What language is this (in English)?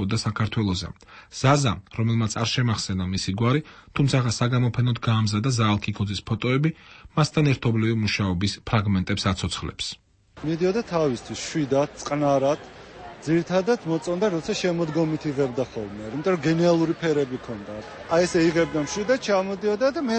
Georgian